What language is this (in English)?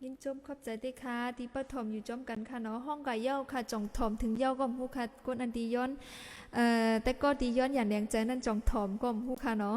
Shan